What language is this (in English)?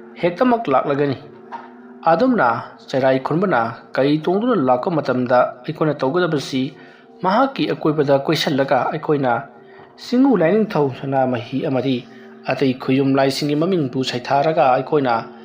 Manipuri